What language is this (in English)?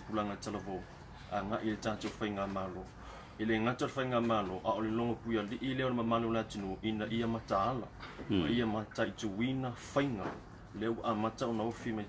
Samoan